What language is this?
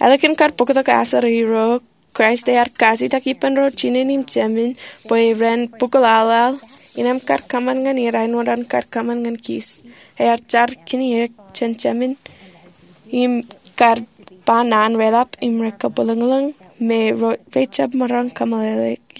Marshallese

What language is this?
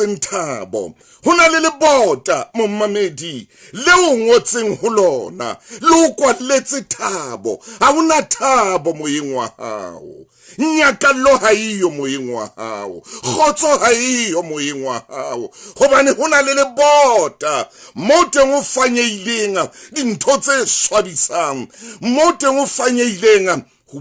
Southern Sotho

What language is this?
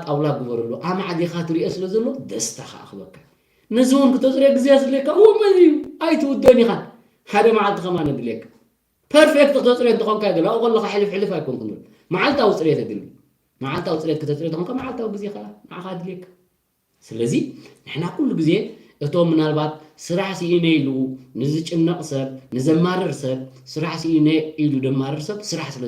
Tigrinya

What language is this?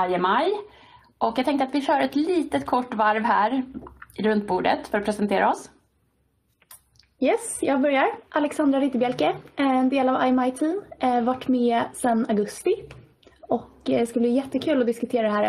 Swedish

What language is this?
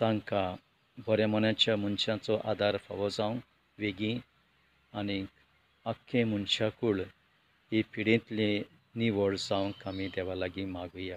Konkani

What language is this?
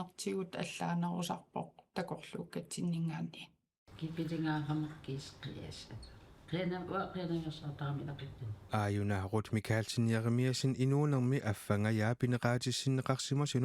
Kalaallisut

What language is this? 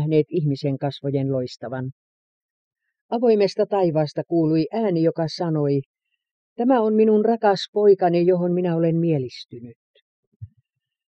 Finnish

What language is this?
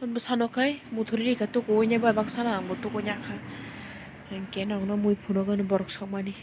Kok Borok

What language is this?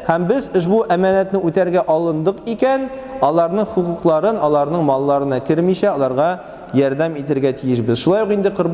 Tatar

